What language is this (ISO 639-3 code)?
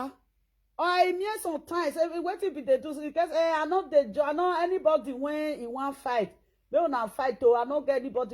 pcm